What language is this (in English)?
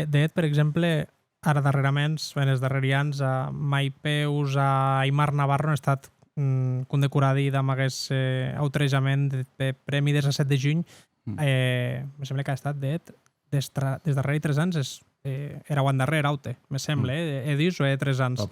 Occitan